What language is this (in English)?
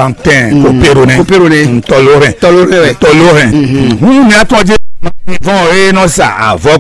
Fon